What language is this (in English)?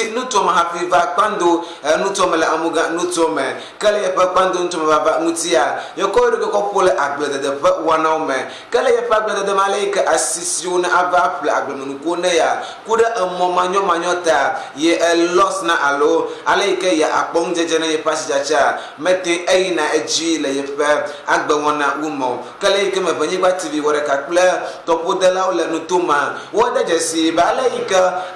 Ewe